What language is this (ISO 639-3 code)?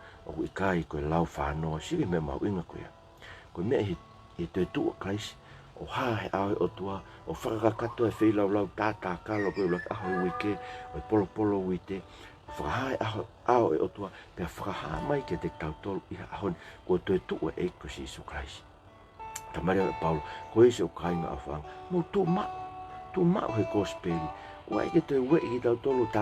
ton